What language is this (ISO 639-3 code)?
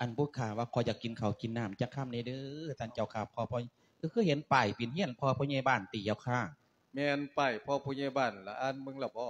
lao